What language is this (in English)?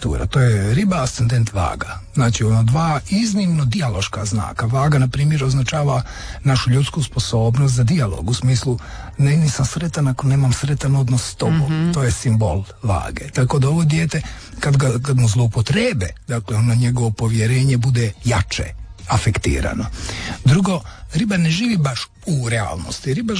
Croatian